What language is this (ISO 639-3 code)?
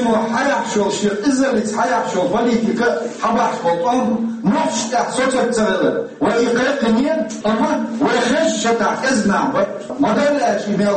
che